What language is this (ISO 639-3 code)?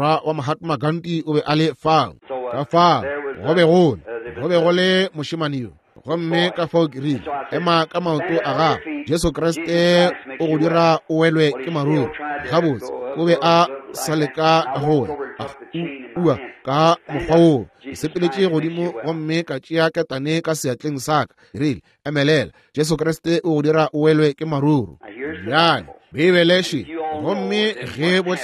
nso